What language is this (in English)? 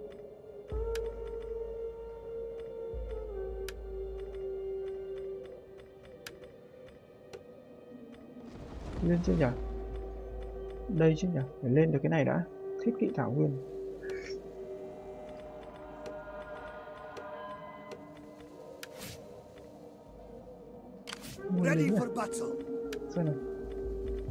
Vietnamese